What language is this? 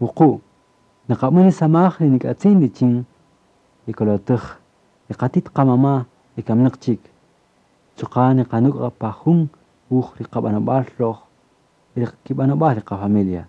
Kaqchikel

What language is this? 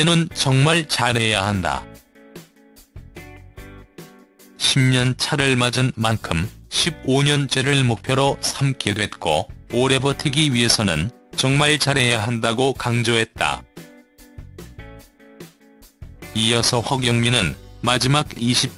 Korean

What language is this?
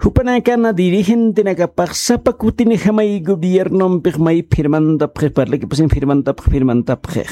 Aymara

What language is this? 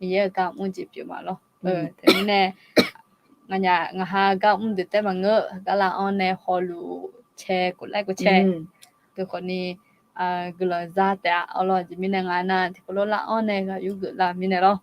Akha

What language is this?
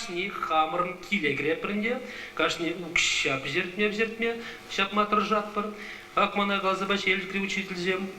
Chuvash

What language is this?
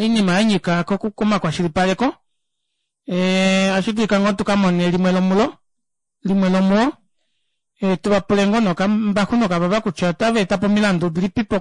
Kuanyama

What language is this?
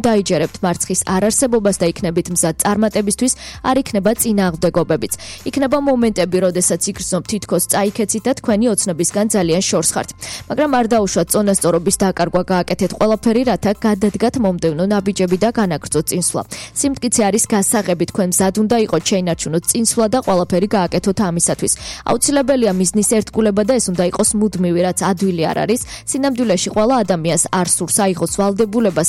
Georgian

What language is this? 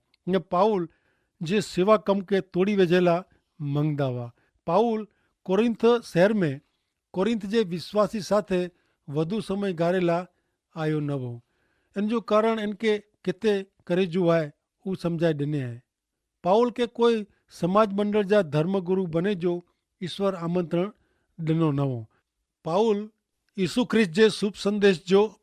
Kachhi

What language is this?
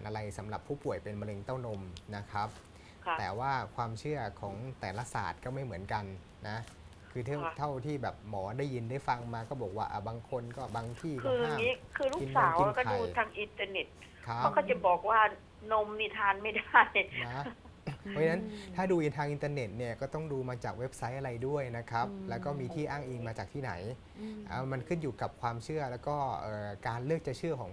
Thai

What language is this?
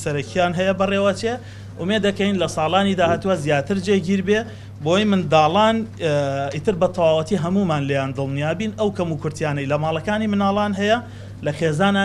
Central Kurdish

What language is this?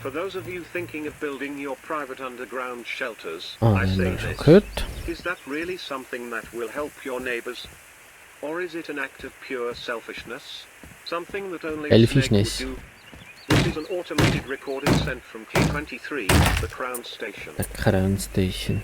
Swiss German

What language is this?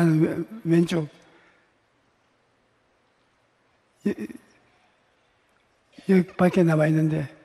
Korean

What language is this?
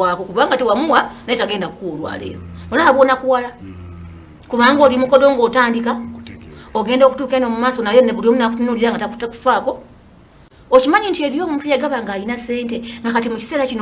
Ganda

